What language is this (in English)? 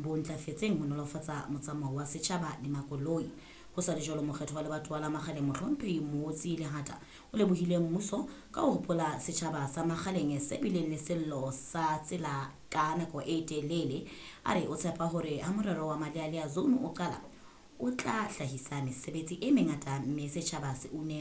Southern Sotho